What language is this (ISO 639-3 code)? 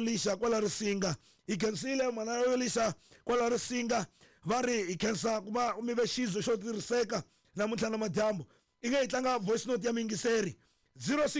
tso